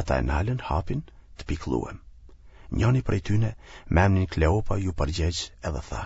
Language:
Albanian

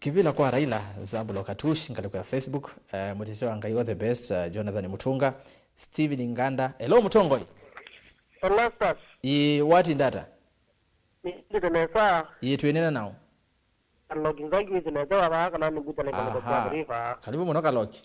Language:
Kamba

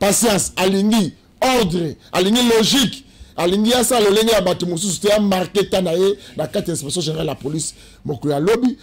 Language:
Lingala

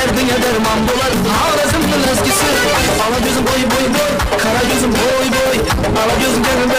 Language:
Kara-Kalpak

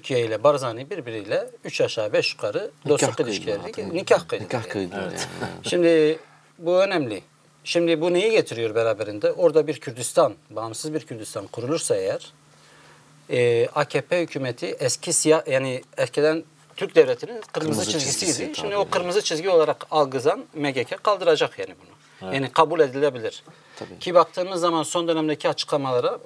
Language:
Turkish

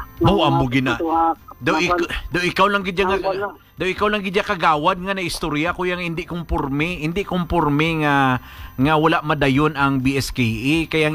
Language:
Hiligaynon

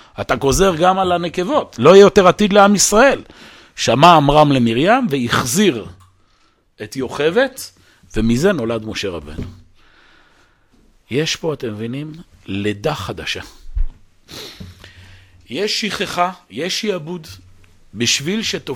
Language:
Hebrew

